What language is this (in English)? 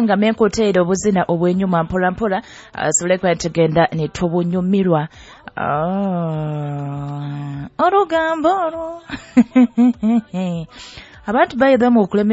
Nyoro